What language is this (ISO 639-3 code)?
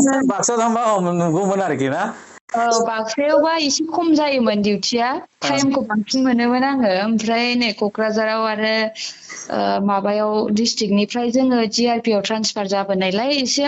brx